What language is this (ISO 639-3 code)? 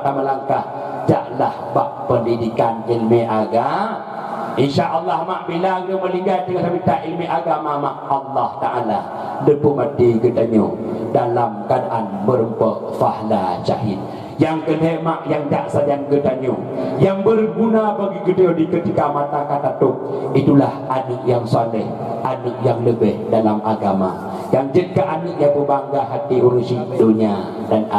ace